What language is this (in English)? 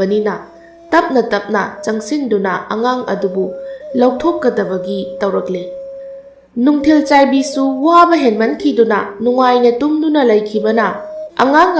Manipuri